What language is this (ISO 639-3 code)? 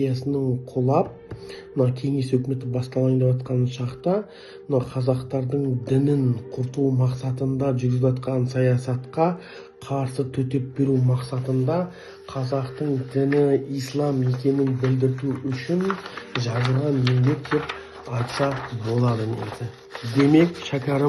kaz